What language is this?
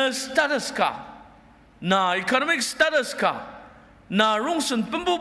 Ao Naga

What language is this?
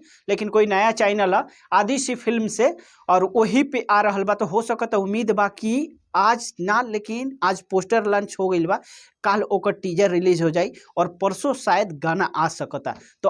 Bhojpuri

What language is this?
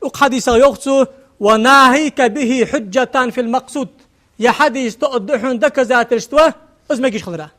Ingush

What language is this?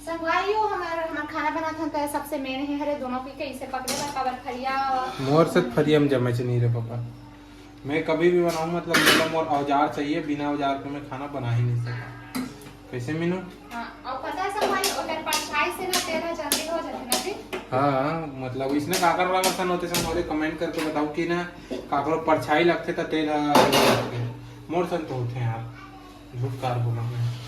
Chhattisgarhi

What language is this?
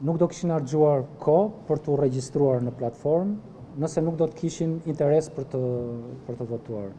Albanian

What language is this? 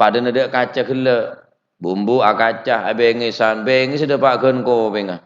Madurese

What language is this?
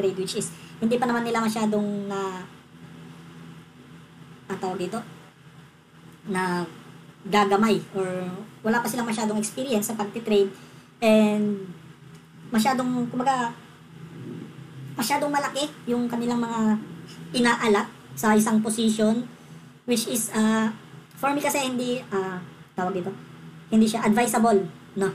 Filipino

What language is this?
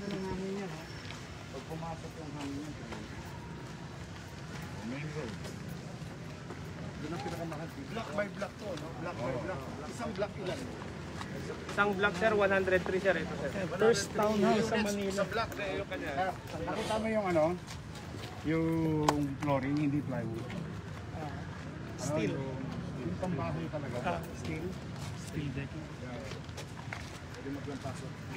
Filipino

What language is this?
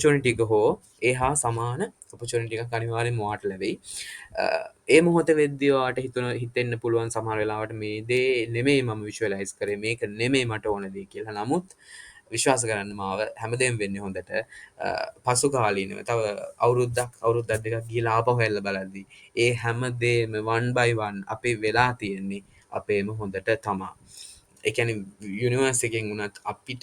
Sinhala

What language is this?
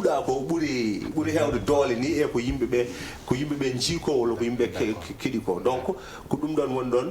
Fula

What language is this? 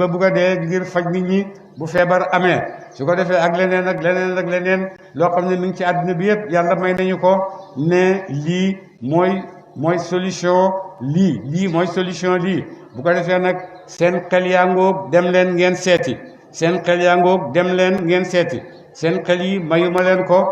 Wolof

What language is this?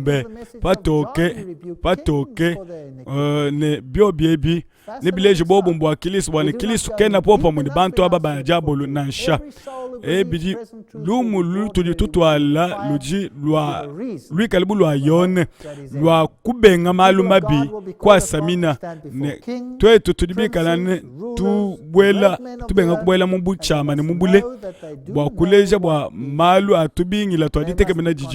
Luba-Lulua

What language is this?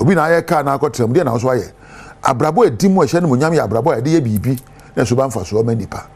Akan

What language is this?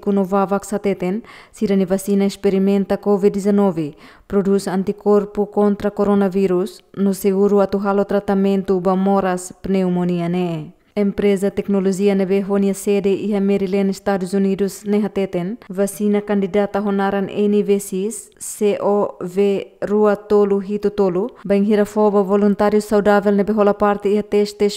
Tetum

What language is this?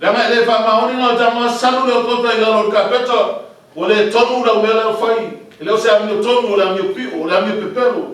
Samoan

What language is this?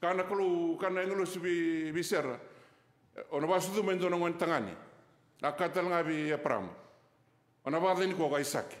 Fijian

